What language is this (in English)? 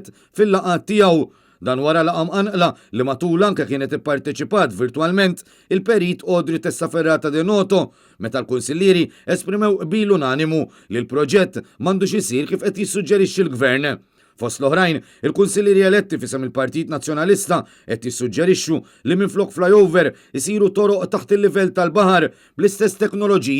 Maltese